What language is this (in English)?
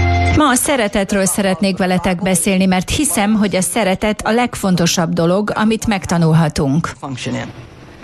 Hungarian